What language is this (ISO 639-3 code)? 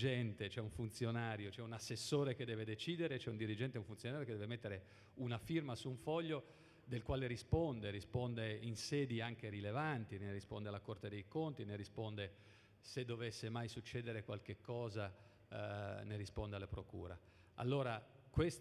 ita